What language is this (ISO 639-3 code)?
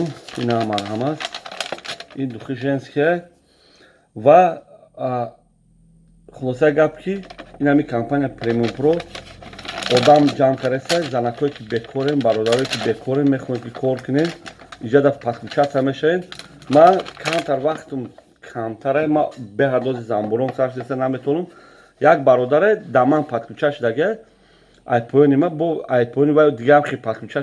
tgk